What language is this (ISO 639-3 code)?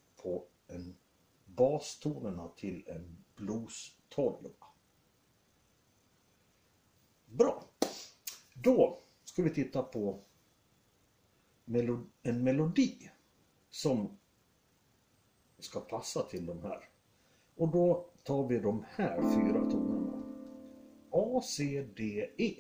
swe